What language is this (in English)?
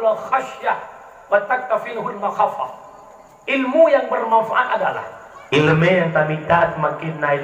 Achinese